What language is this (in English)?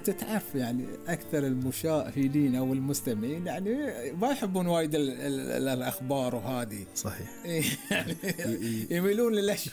Gulf Arabic